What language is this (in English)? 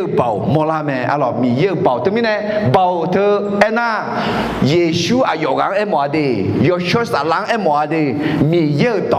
Akha